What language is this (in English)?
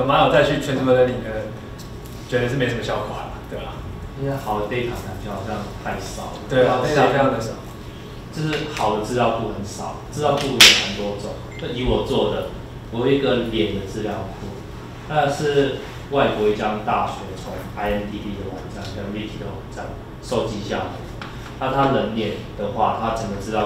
Chinese